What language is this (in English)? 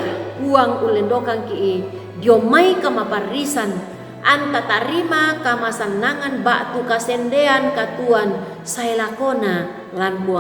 Toraja-Sa'dan